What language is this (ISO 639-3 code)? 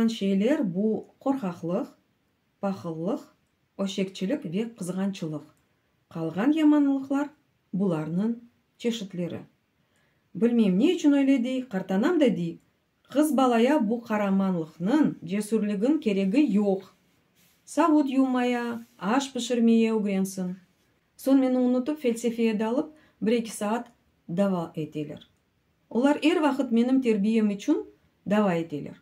crh